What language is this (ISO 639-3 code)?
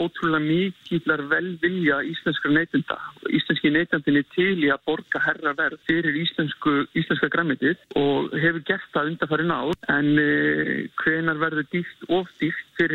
isl